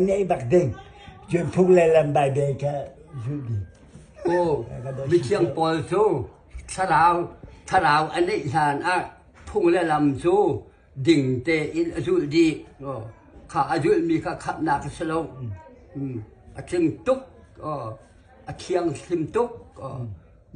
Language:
Hakha Chin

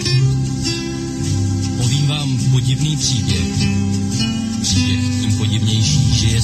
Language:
Czech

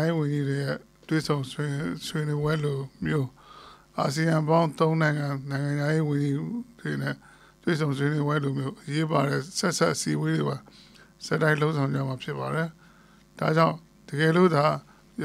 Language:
Burmese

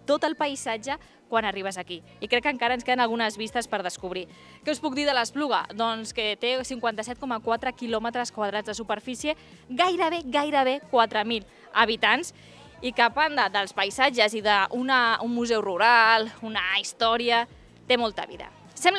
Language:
Catalan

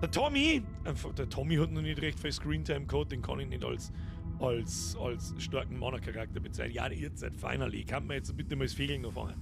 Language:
Bavarian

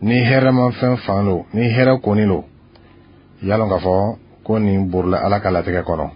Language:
Bambara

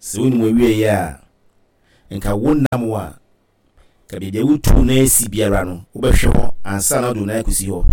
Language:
Akan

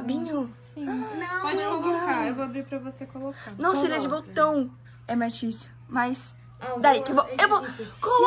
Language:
Portuguese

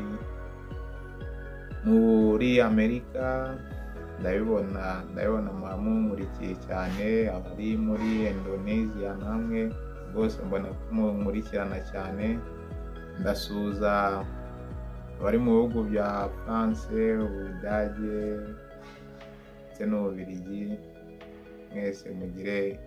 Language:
Kinyarwanda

